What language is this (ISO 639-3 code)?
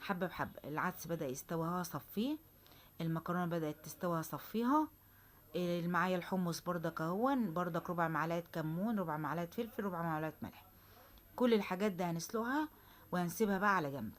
arz